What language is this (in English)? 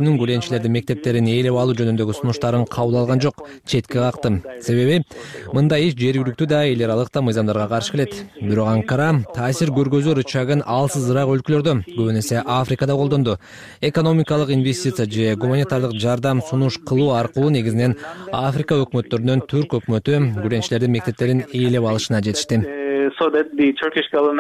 Kyrgyz